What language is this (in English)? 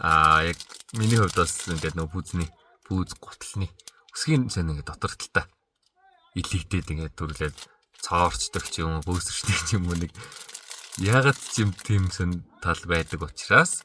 Mongolian